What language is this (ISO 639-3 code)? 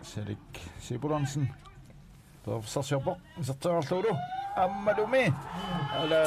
kal